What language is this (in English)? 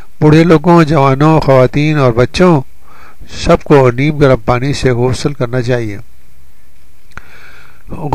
Urdu